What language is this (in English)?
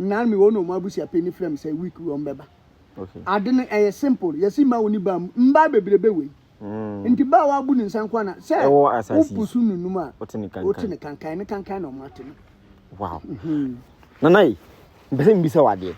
Akan